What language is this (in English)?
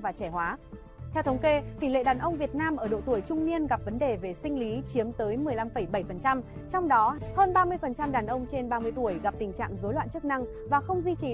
Vietnamese